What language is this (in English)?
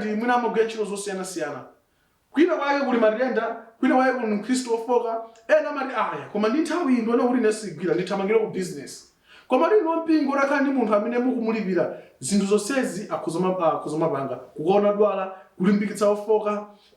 Nyanja